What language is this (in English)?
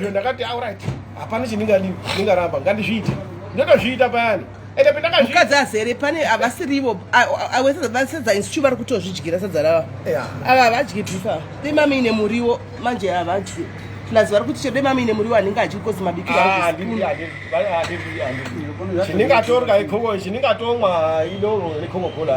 Shona